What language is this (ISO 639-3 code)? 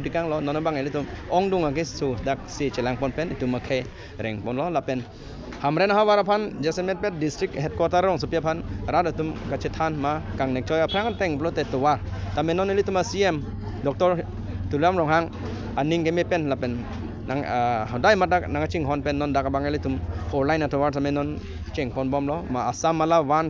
mjw